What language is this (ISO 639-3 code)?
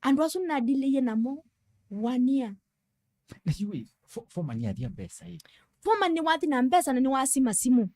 kam